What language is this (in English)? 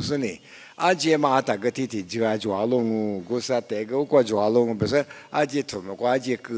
Lisu